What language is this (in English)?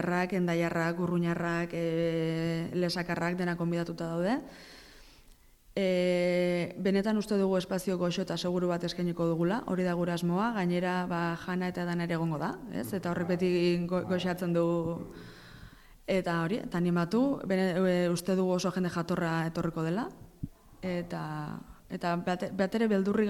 Basque